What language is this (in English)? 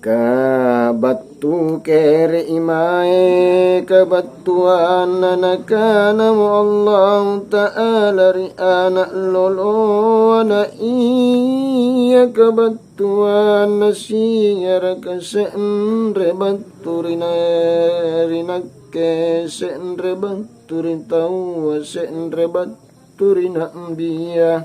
Makasar